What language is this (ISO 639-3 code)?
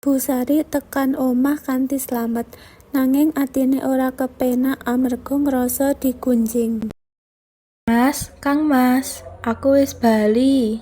jav